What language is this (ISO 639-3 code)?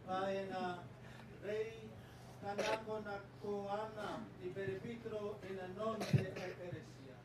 gil